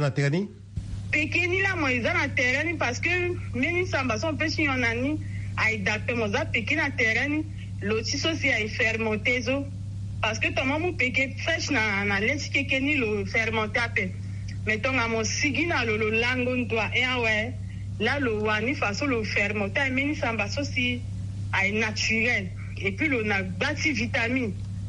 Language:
Sango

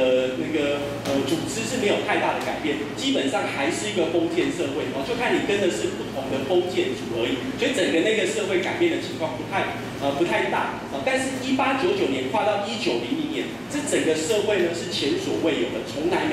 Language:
Chinese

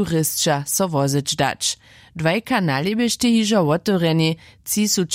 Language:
Upper Sorbian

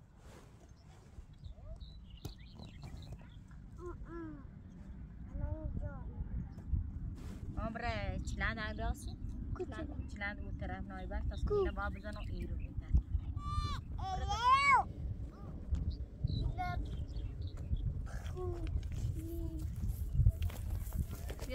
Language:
Persian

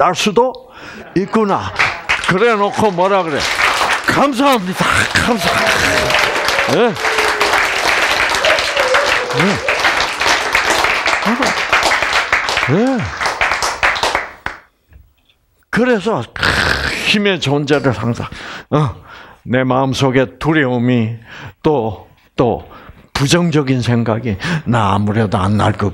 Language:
Korean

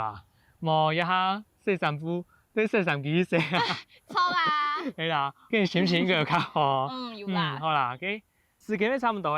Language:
Hakka Chinese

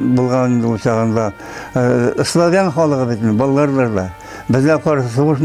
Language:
Bashkir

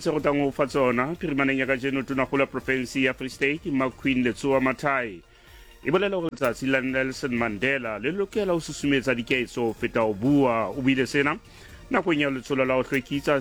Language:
Southern Sotho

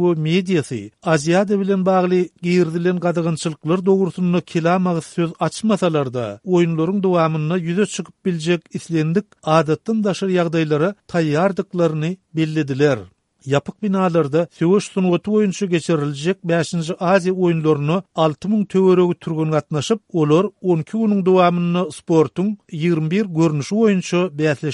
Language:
Turkmen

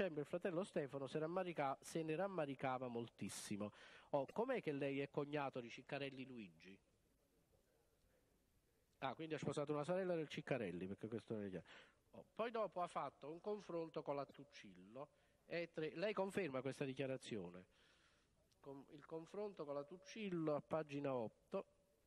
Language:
Italian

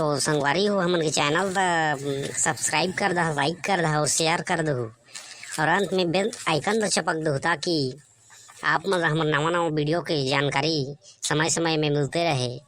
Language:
Chhattisgarhi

